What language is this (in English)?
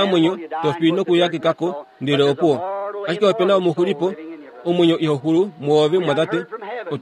Kuanyama